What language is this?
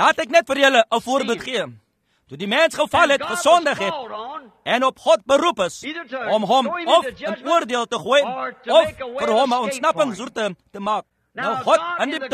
Afrikaans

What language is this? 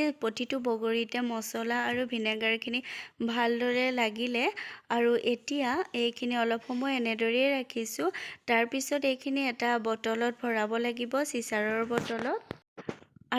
Assamese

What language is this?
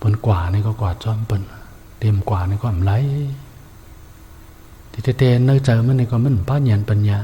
Shan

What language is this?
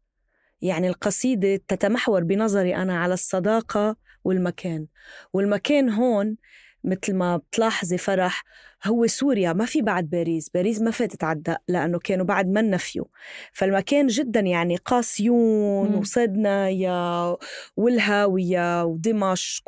North Levantine Arabic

